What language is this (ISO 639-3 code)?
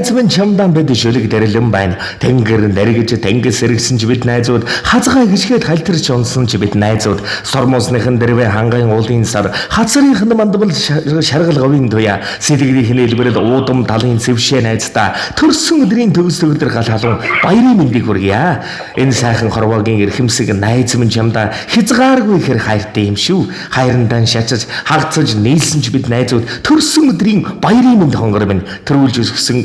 mon